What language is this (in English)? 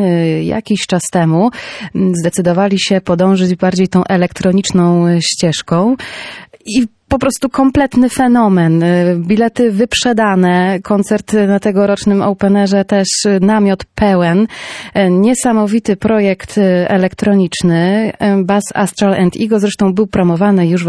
Polish